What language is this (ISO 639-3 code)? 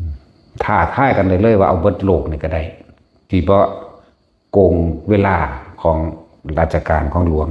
tts